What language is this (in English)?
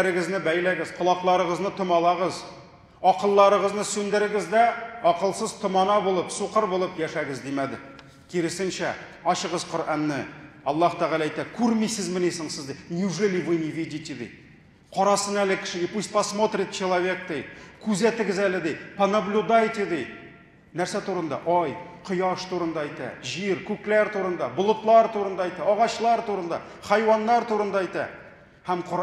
Tatar